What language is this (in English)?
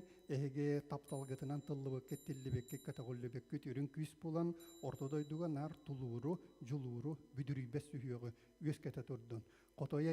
Yakut